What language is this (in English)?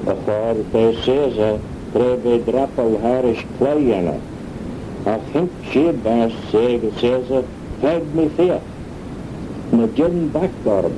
Manx